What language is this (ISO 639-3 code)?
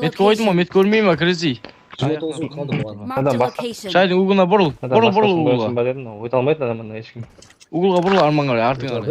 kaa